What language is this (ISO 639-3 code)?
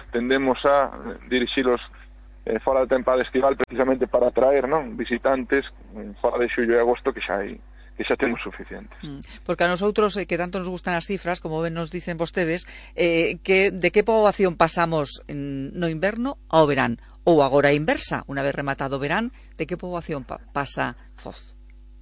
glg